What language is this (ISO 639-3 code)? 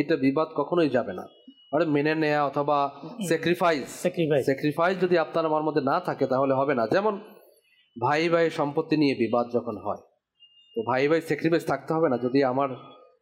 ben